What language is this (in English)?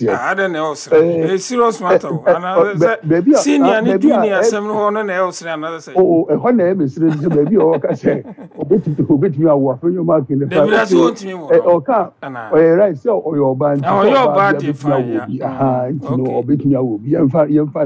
Akan